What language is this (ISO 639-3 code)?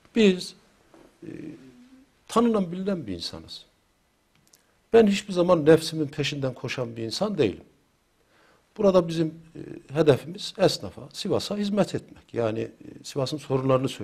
tur